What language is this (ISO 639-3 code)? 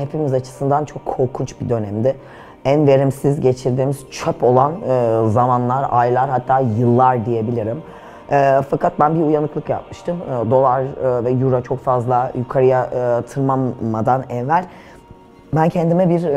tur